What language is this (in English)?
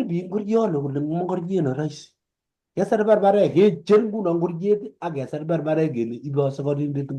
Kalenjin